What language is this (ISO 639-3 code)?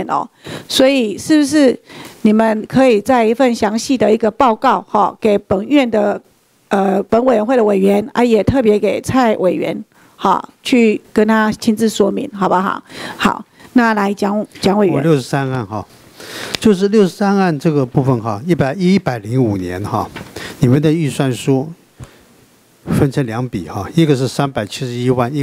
zho